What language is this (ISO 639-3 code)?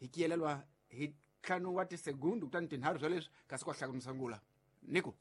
tso